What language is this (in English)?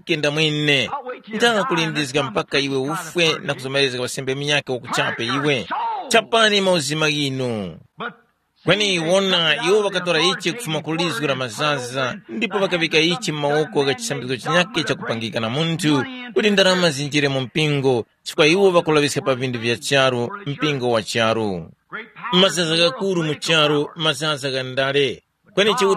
Tumbuka